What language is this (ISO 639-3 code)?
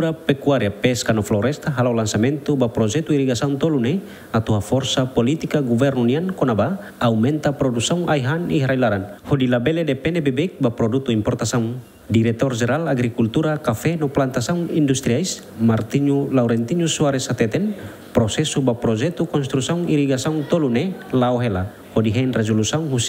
tet